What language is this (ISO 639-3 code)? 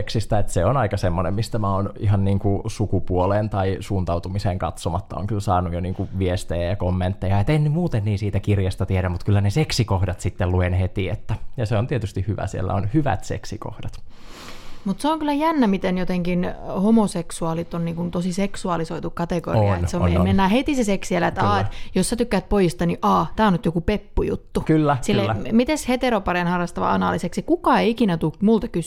fin